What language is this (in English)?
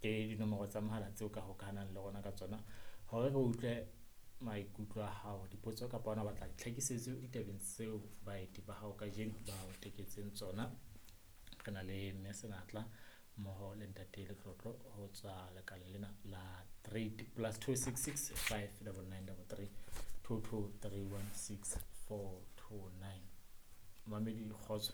Southern Sotho